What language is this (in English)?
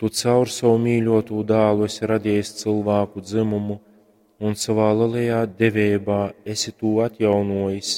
Latgalian